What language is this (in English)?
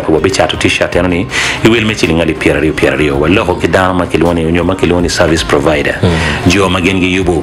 Acoli